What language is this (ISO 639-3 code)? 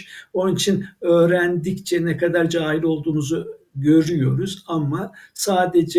tur